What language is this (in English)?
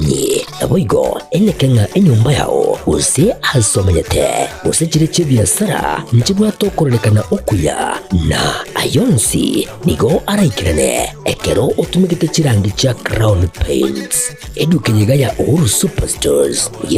Gusii